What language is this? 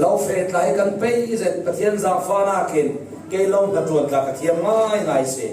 Falam Chin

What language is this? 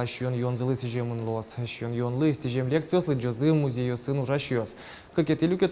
Udmurt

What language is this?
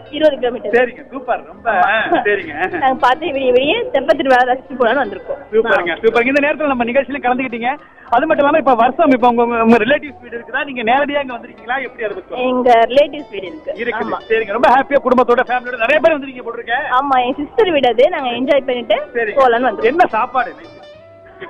Tamil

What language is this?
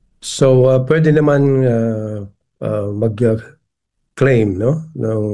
Filipino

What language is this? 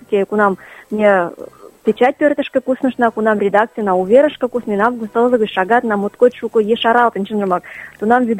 Mari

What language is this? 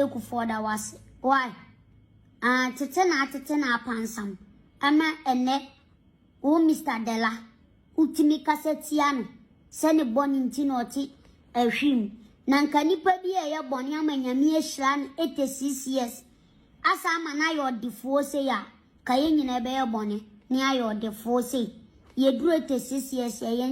Akan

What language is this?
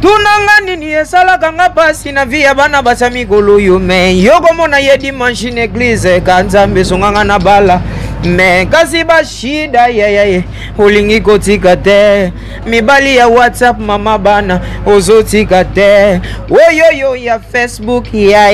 Lingala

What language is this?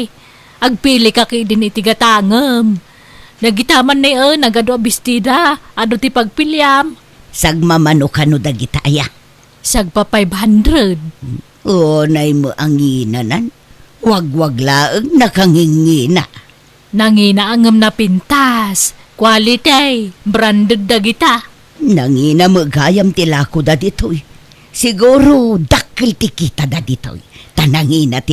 Iloko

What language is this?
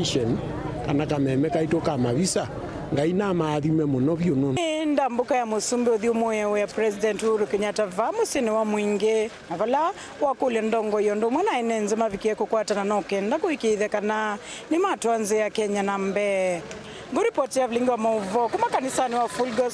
Kamba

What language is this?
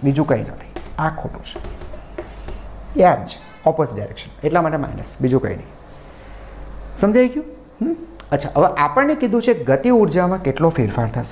Gujarati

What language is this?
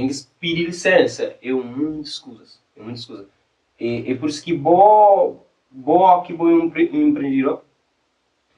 Kabuverdianu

